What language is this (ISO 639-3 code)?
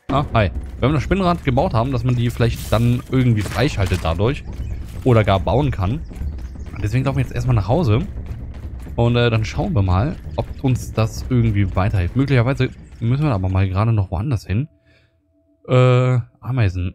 deu